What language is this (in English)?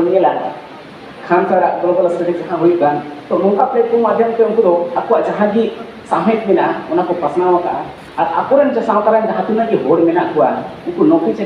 Santali